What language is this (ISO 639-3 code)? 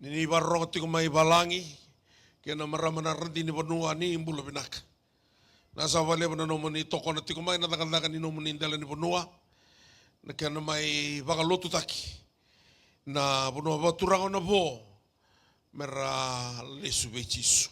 fij